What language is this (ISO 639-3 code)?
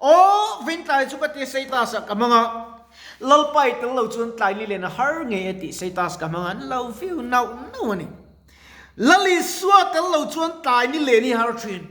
lus